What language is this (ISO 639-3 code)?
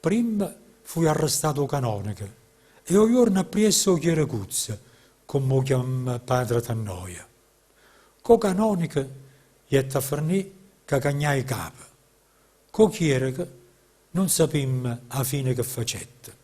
nap